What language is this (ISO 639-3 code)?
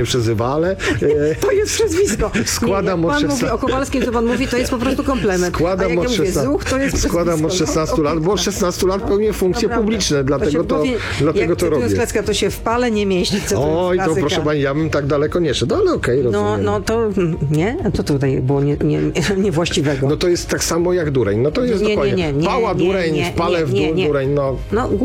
pol